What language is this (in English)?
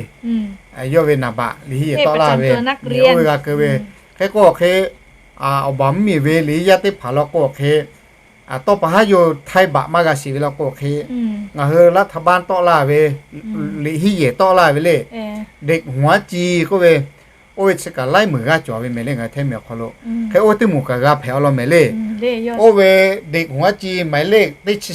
Lahu